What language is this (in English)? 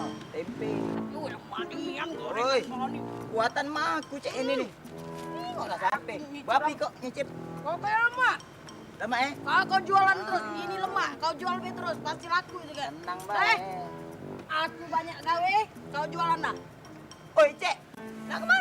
Musi